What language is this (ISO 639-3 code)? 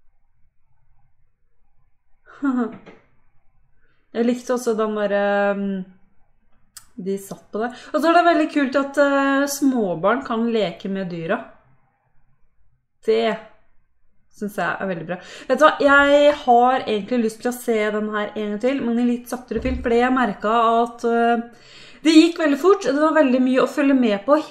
nor